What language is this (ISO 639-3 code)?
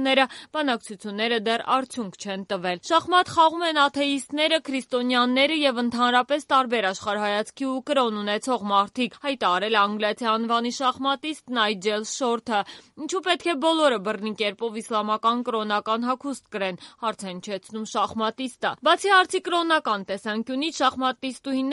hye